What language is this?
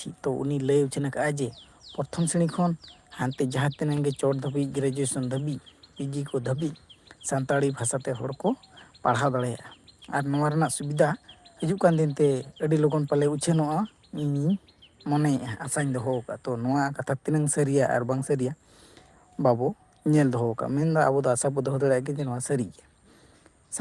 Santali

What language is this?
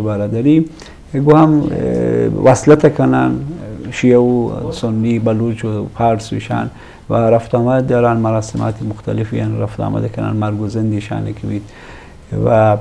Eastern Balochi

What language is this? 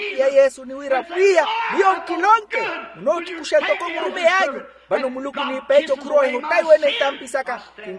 Makhuwa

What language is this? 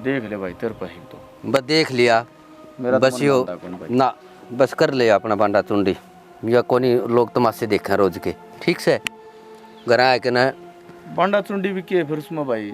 Haryanvi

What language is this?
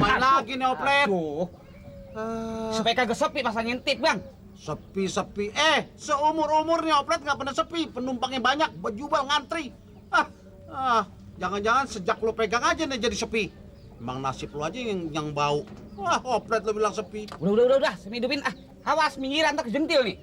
Betawi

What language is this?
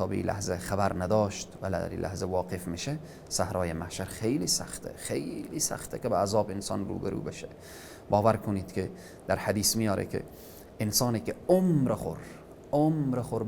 Persian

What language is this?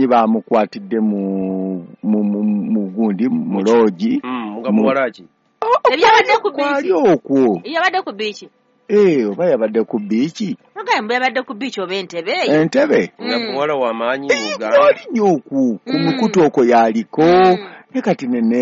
Ganda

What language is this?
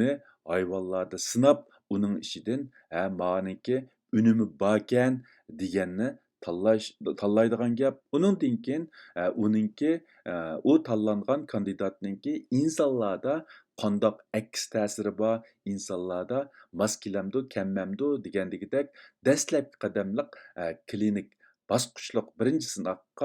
Uyghur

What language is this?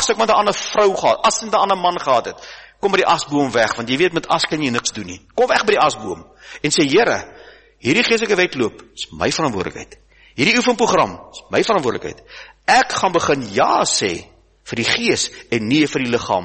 Afrikaans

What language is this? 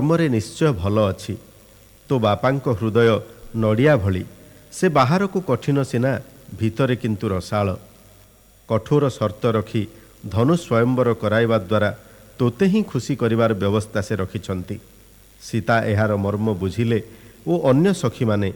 Odia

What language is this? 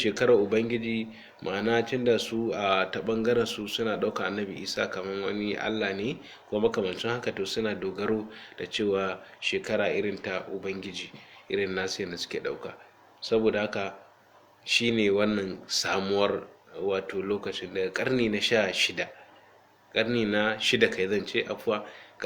Hausa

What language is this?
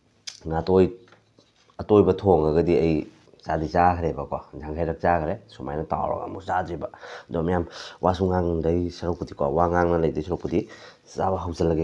Manipuri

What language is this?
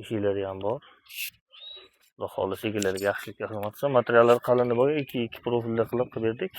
Uzbek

